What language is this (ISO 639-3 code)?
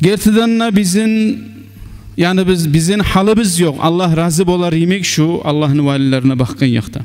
kum